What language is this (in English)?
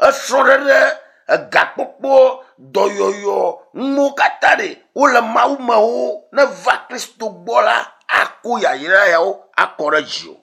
Ewe